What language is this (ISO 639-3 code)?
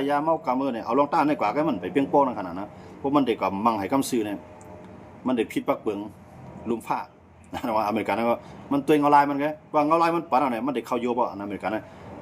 shn